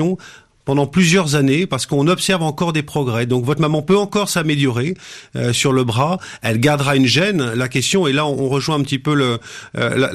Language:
French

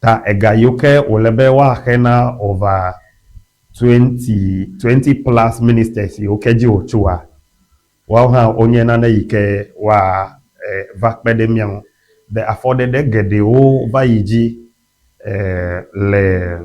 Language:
Ewe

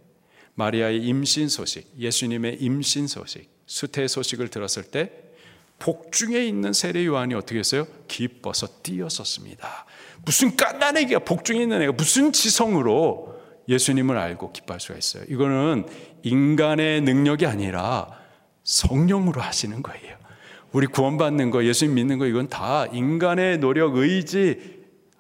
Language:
Korean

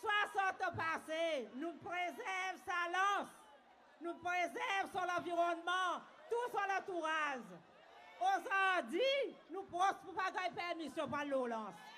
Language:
Seselwa Creole French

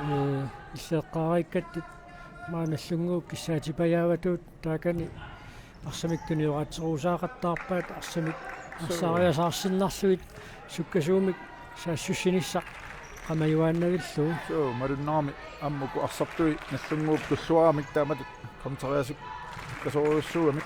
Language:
Kalaallisut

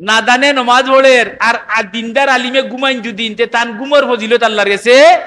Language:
Sylheti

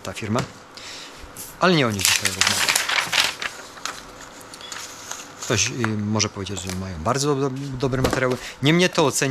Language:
Polish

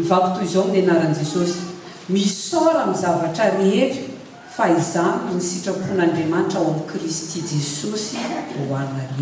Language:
Malagasy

